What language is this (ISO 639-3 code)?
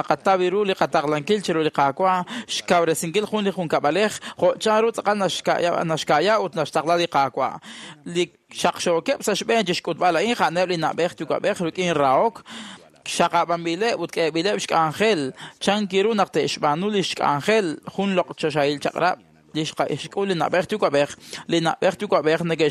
kek